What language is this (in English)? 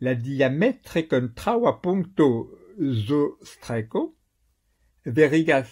Esperanto